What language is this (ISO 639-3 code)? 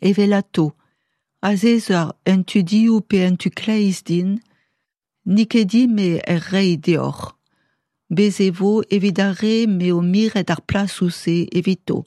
bre